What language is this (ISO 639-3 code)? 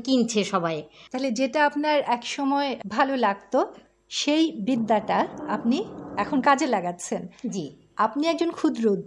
ben